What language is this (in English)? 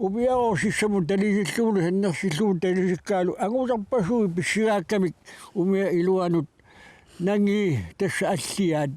Kalaallisut